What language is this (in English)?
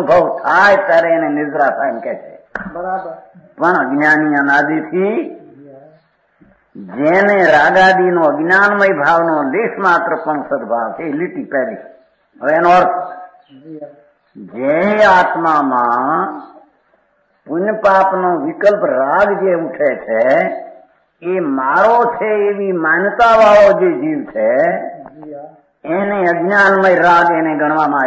Gujarati